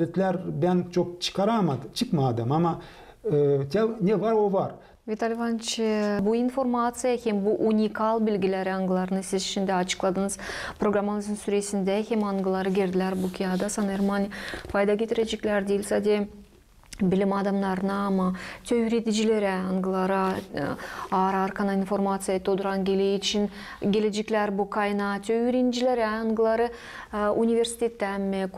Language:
Gagauz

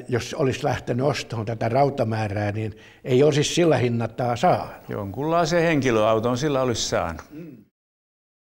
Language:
Finnish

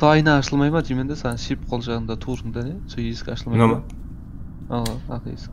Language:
Kara-Kalpak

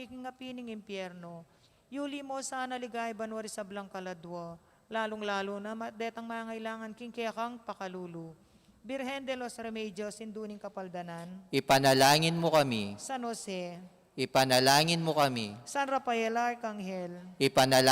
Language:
Pampanga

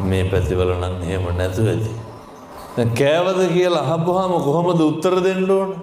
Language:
Sinhala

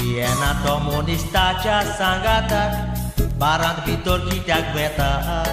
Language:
Konkani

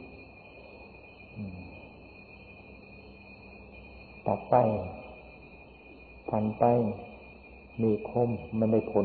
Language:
Thai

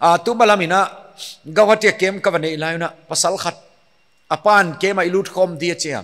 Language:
Paite Chin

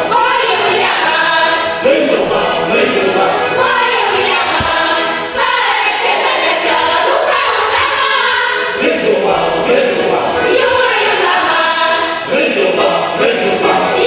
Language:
Chuvash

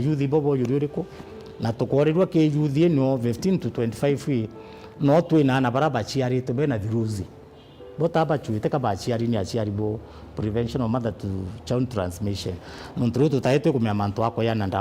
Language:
Meru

